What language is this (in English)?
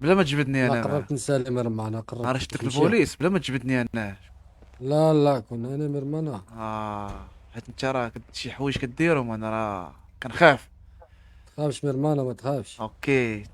Moroccan Arabic